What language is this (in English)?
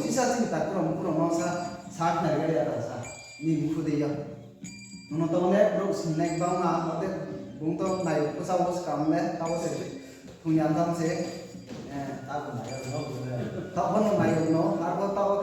Riang (India)